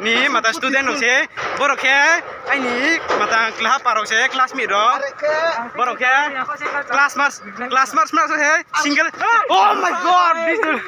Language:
Riang (India)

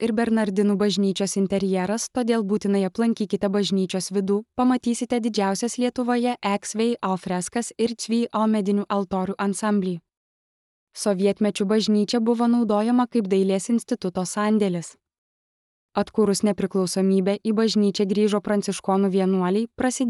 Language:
Lithuanian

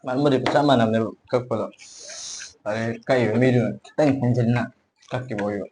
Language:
Manipuri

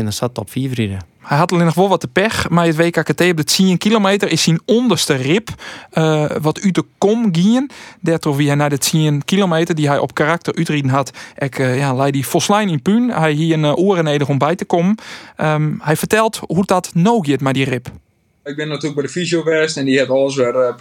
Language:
Western Frisian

